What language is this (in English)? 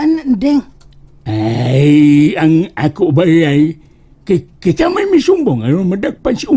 Cebuano